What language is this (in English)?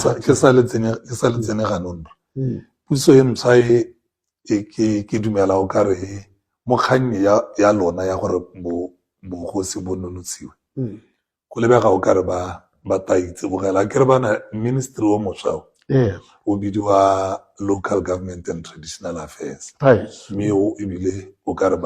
Tswana